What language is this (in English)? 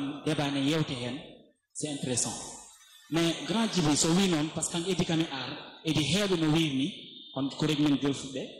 Fula